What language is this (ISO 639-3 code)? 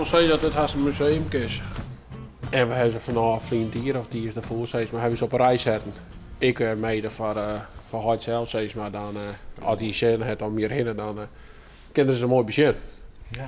fry